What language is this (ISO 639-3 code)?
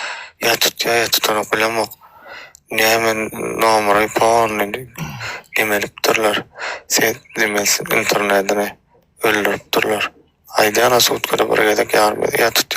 tuk